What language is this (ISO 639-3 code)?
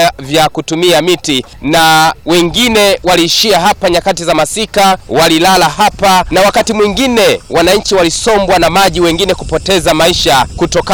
swa